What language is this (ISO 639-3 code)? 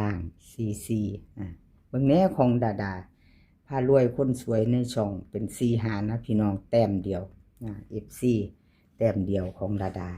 tts